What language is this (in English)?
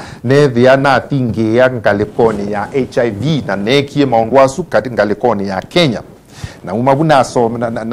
Kamba